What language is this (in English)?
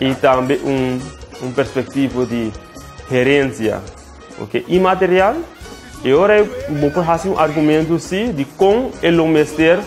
Papiamento